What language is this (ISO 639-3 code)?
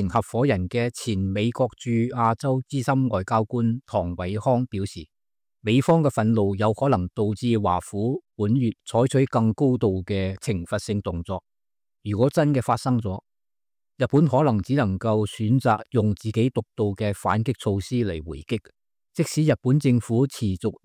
yue